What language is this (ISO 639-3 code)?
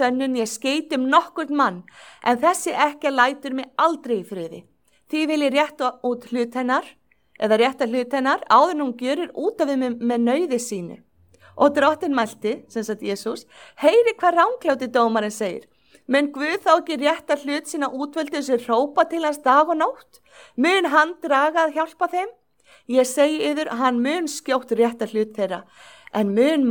isl